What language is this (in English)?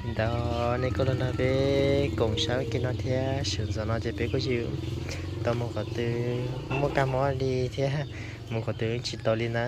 Hmong